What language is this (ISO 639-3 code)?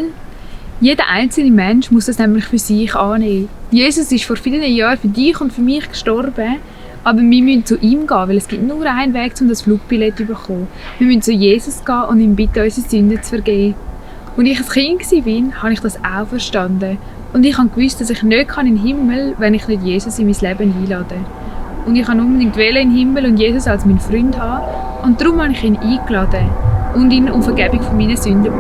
gsw